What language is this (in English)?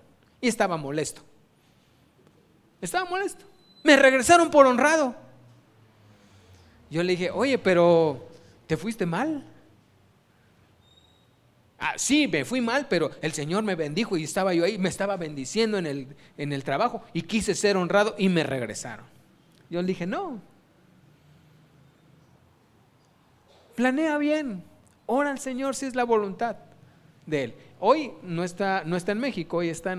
Spanish